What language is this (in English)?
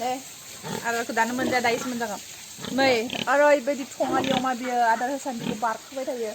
Bodo